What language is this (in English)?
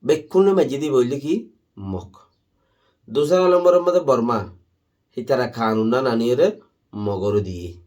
Rohingya